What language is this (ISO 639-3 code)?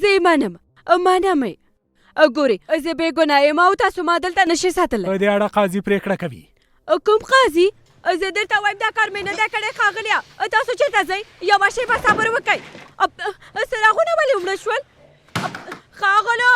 pus